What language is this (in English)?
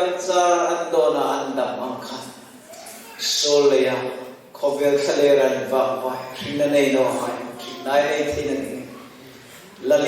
Hmar